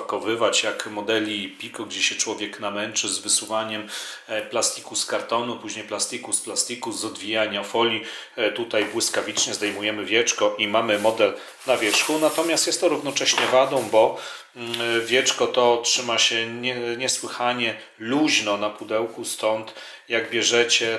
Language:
Polish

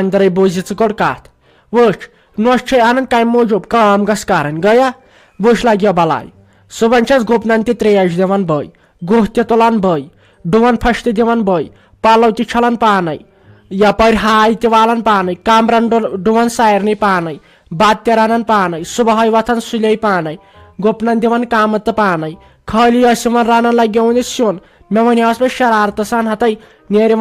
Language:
Kashmiri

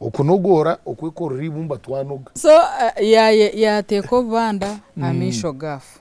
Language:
Nyankole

